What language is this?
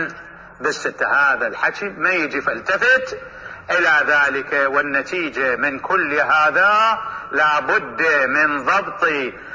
Mesopotamian Arabic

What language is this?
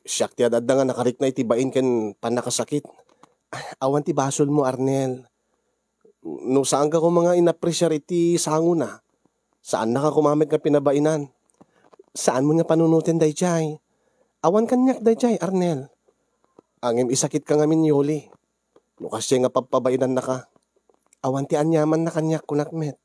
Iloko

